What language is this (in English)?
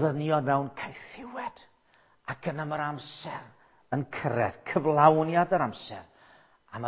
Welsh